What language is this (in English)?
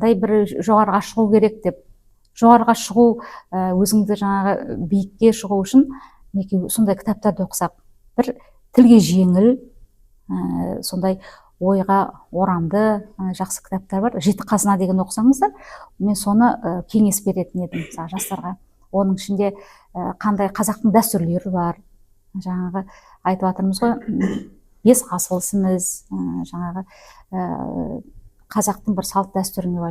Kazakh